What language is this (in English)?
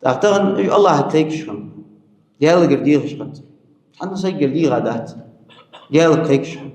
Ingush